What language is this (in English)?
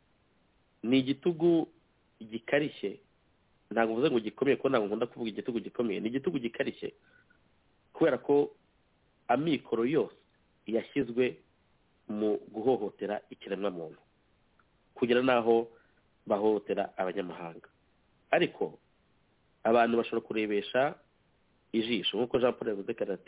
Kinyarwanda